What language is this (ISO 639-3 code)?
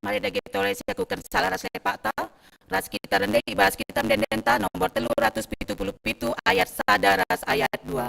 btx